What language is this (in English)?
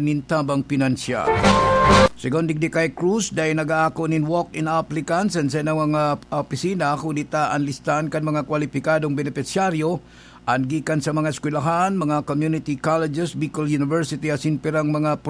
Bikol